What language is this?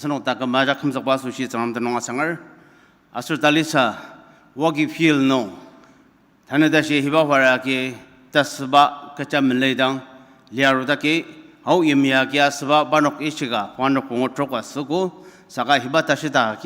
Ao Naga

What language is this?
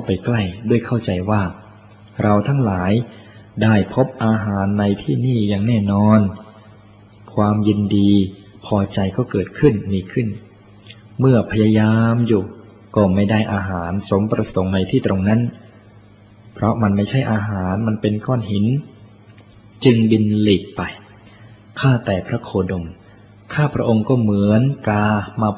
Thai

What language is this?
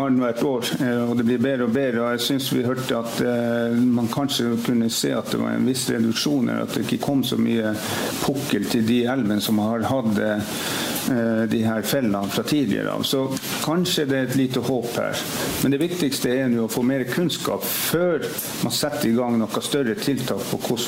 Norwegian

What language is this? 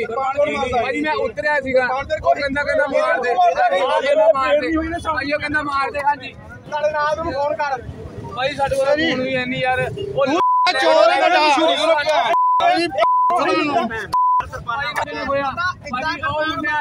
Punjabi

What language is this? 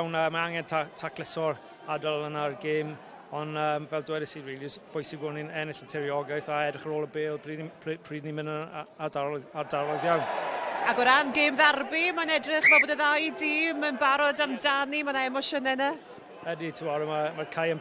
Welsh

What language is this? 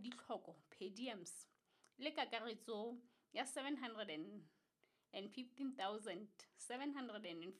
Southern Sotho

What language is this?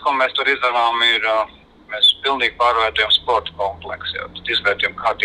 Latvian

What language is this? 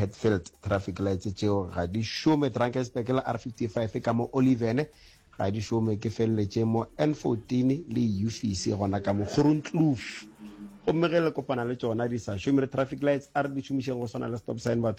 Northern Sotho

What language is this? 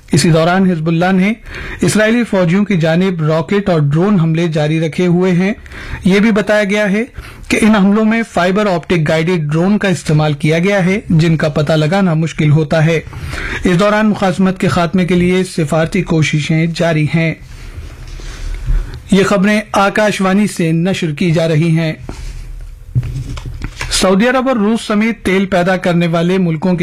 Urdu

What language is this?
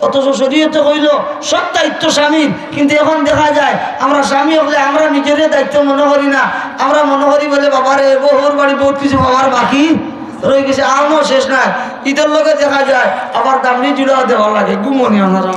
Sylheti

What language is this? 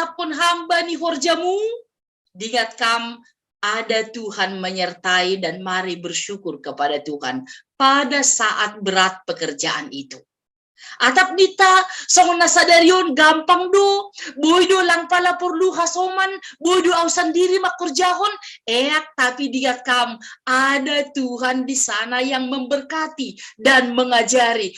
Batak Simalungun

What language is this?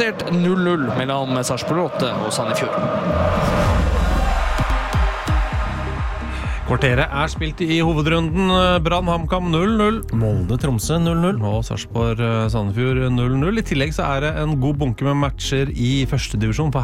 Norwegian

